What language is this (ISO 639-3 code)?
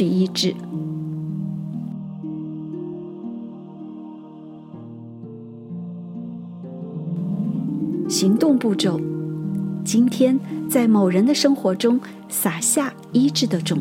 zho